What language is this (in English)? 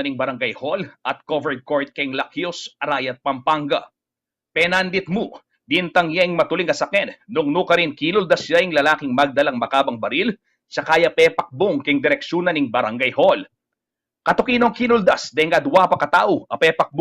Pampanga